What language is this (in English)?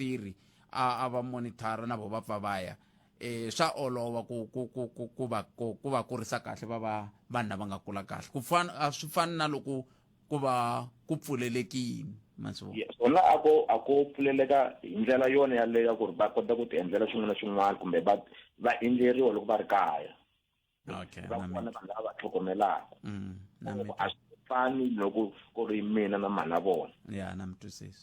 Tsonga